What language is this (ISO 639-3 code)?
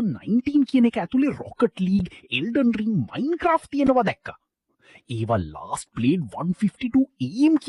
sin